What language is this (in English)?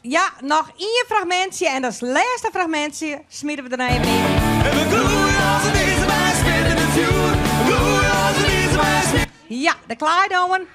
Western Frisian